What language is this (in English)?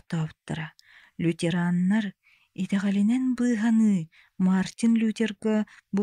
Yakut